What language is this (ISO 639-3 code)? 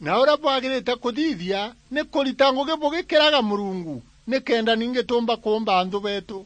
mer